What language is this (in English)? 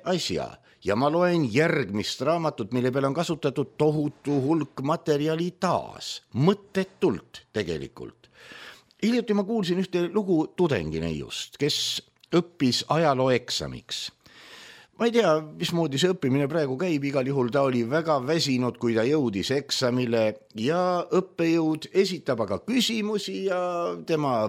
Estonian